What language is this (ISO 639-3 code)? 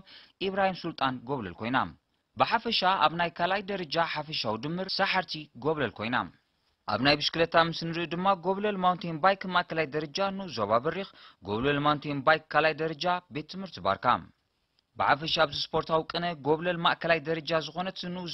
tir